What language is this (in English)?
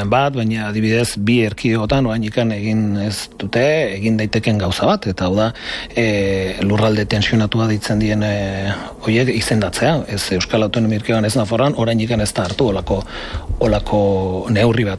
Basque